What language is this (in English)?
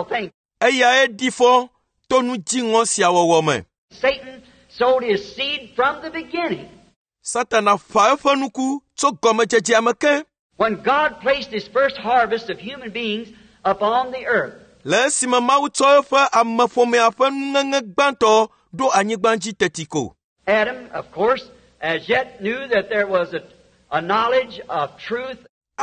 Ewe